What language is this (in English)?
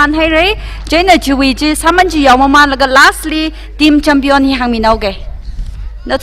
Tangkhul Naga (India)